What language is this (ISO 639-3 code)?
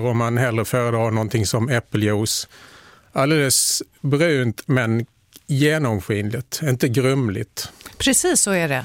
swe